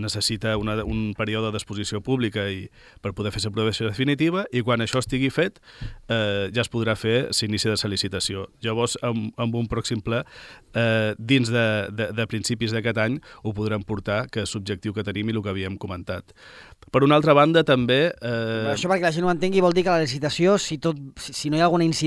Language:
Catalan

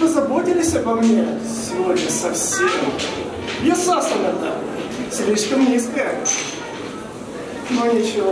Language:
Russian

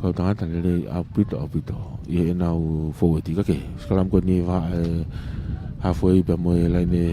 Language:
Tongan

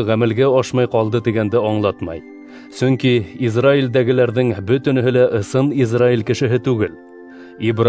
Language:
Bashkir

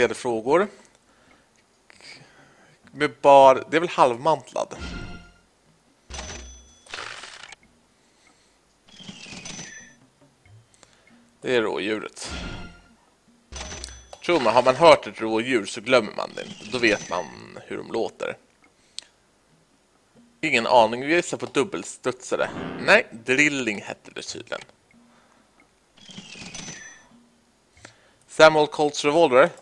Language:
Swedish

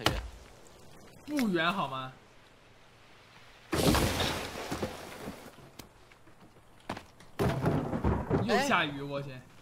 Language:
Chinese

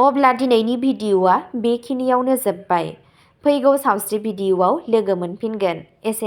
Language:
Bodo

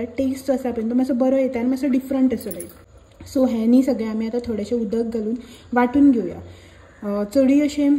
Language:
Konkani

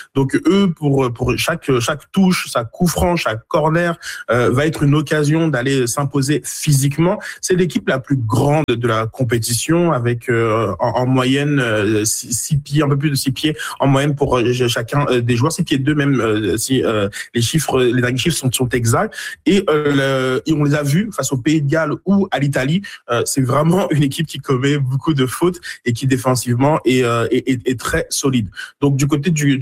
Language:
French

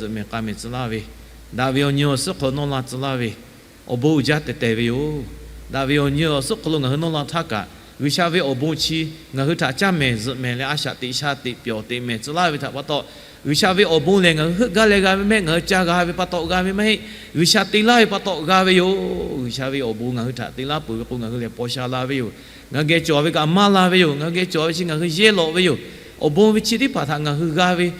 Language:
Lahu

